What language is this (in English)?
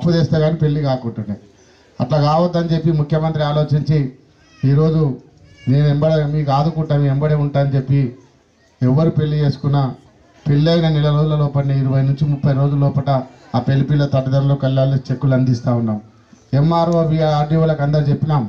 Telugu